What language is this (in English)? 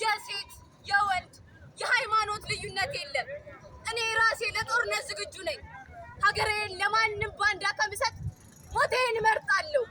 Amharic